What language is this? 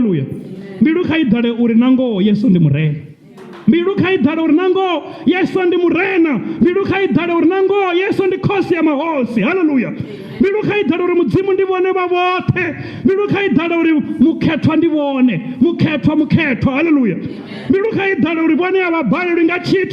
Venda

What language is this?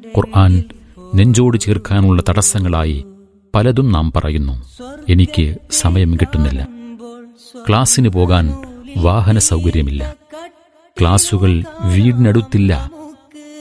Malayalam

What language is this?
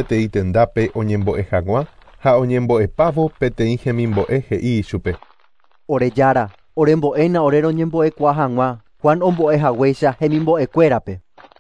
Guarani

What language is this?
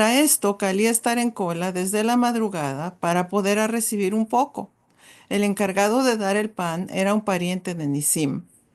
Ladino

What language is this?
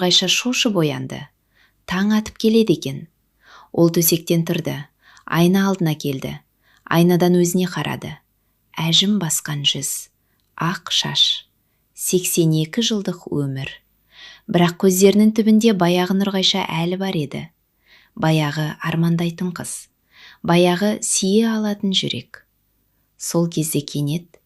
Kazakh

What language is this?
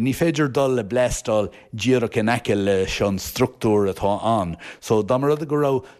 Irish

